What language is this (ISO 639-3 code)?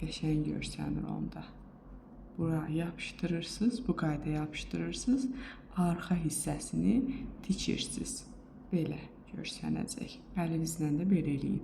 aze